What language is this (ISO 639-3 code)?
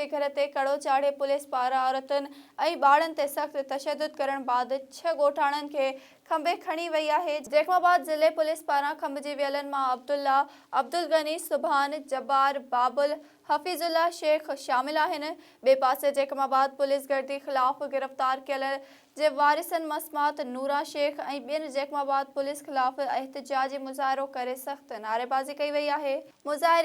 snd